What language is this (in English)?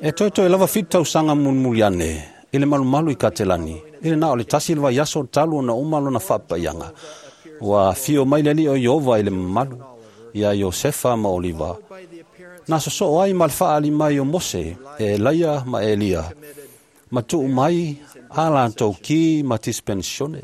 Samoan